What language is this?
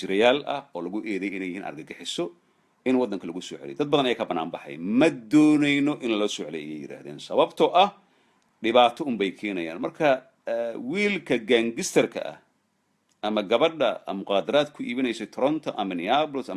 Somali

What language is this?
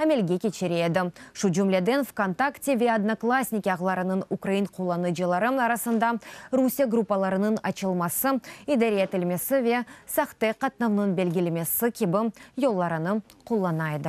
Crimean Tatar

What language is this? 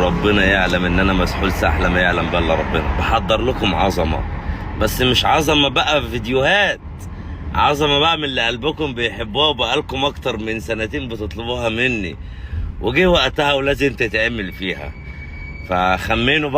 Egyptian Arabic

